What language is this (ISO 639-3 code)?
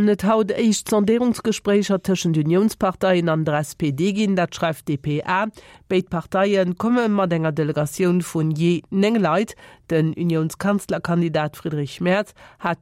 ltz